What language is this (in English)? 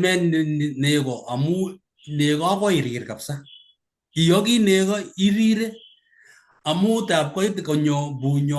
Kalenjin